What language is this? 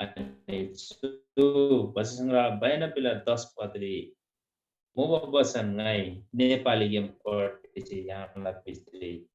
Eastern Tamang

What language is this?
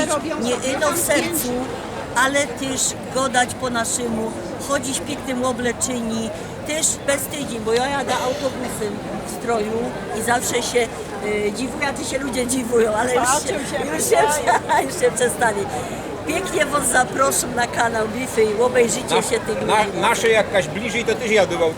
Silesian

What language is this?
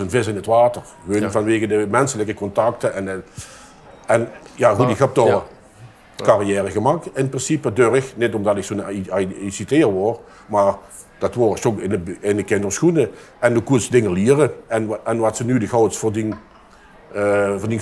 Limburgish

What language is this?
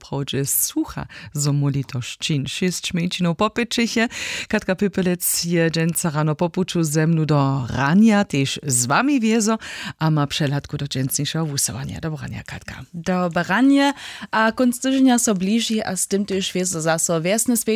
Upper Sorbian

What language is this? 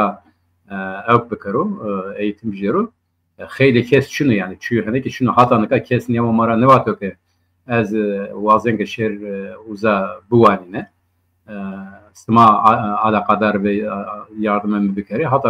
Zaza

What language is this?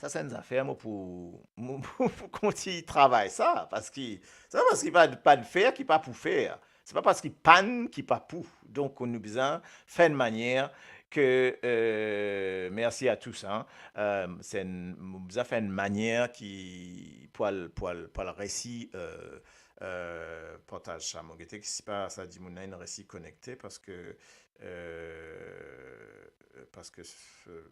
Morisyen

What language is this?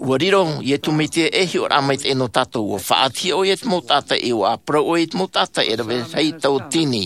Tahitian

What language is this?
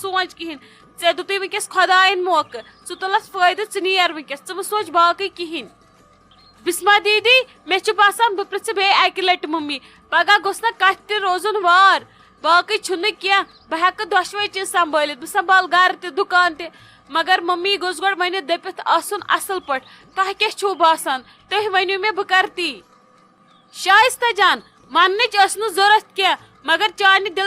Kashmiri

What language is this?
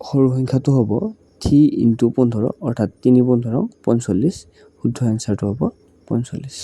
Assamese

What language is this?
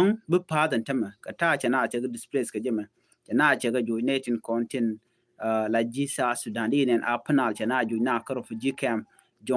Nuer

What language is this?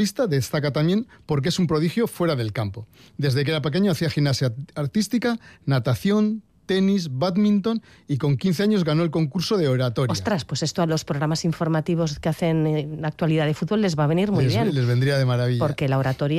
Spanish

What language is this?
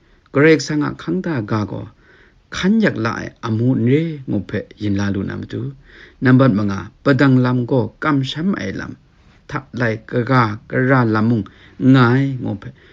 Kachin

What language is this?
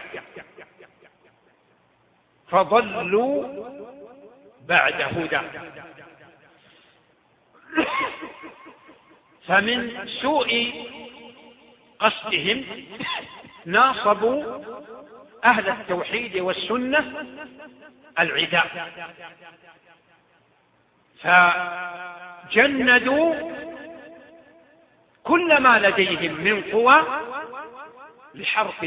Arabic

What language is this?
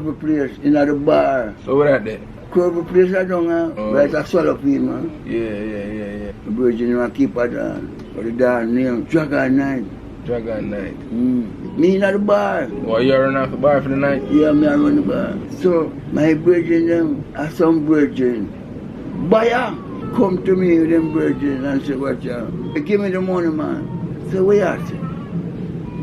Jamaican Creole English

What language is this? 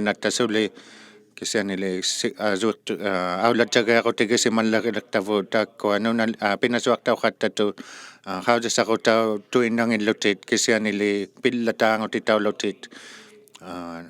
Inuktitut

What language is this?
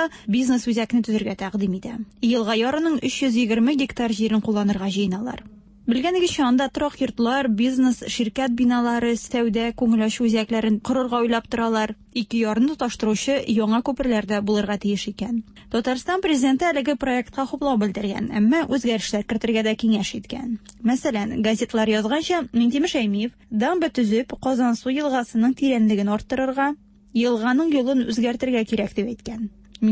Tatar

